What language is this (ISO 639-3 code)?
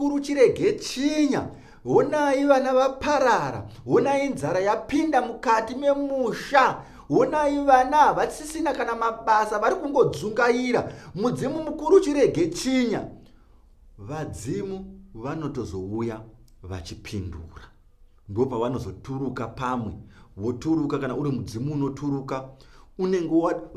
sna